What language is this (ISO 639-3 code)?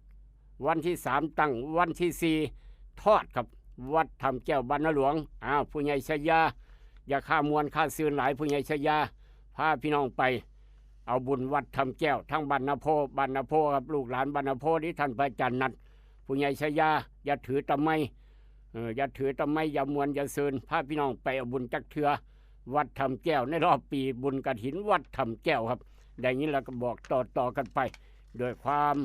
tts